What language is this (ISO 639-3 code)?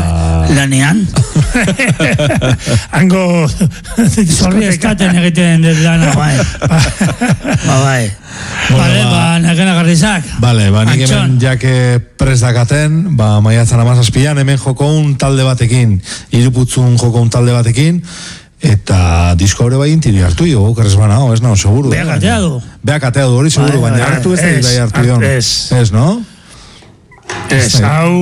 eus